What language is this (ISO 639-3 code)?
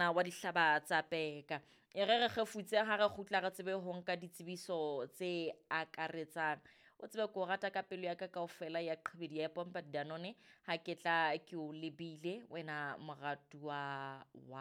sot